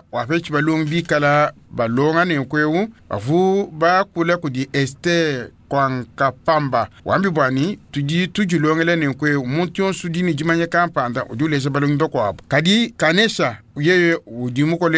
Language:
Luba-Lulua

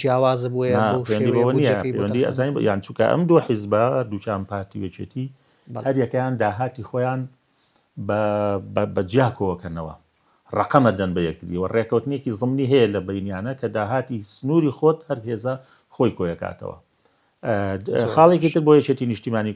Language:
Central Kurdish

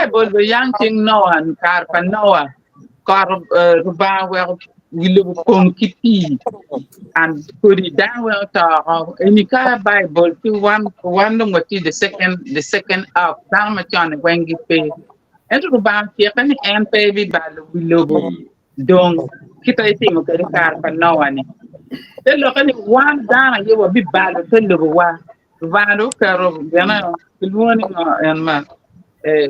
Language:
Acoli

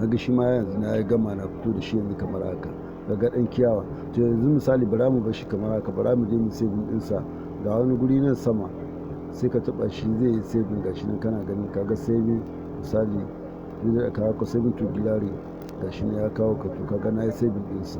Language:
Hausa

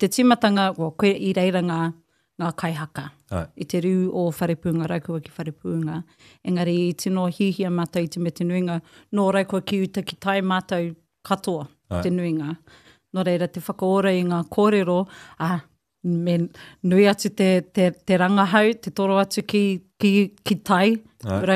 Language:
Māori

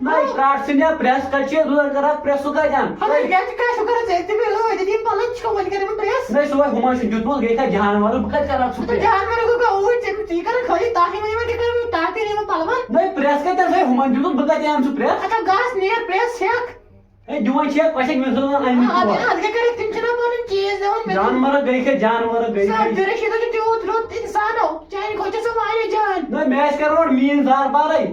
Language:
Kashmiri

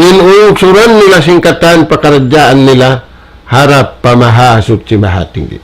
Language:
Tausug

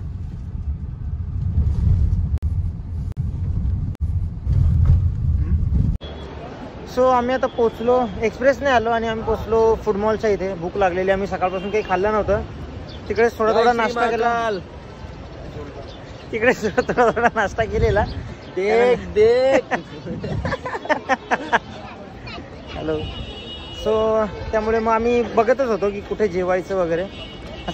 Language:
Marathi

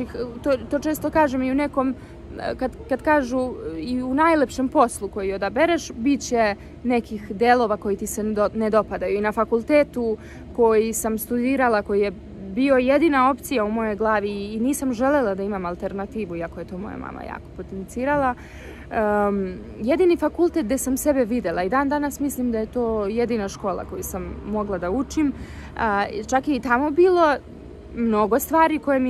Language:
Serbian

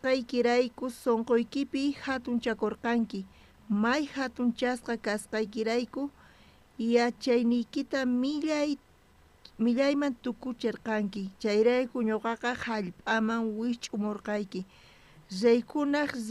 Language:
South Bolivian Quechua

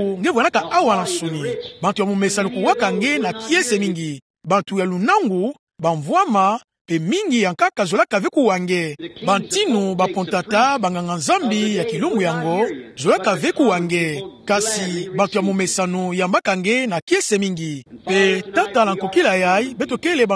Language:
Kituba (Democratic Republic of Congo)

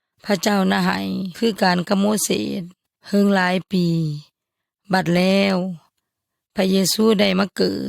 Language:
Yoy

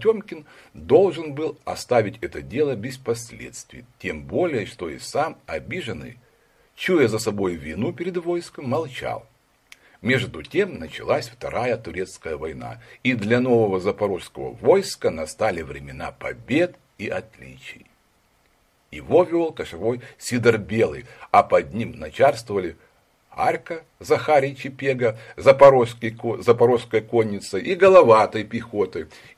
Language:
Russian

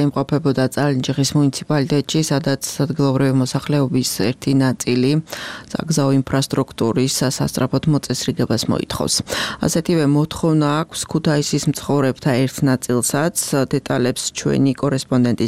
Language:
Georgian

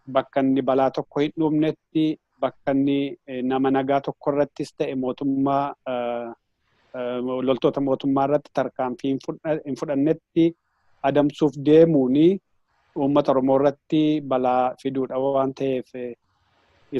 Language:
Oromo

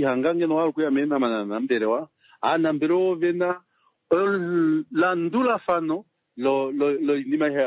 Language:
Kuanyama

